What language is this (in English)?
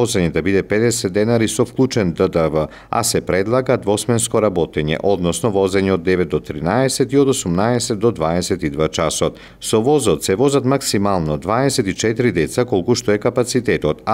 Macedonian